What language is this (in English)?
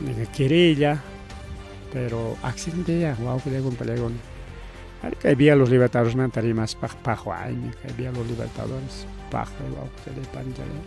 Ayacucho Quechua